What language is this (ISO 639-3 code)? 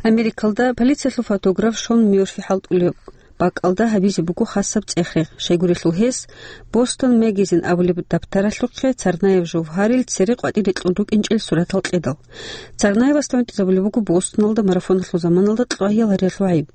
ava